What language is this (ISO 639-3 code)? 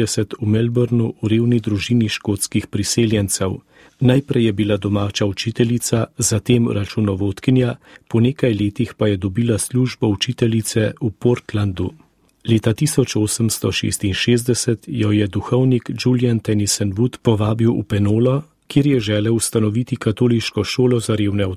slv